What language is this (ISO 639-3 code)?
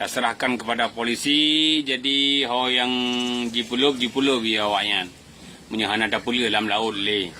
ace